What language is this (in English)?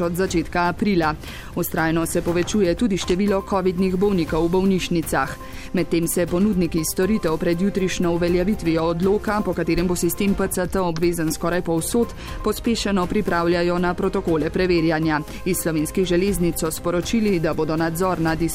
Slovenian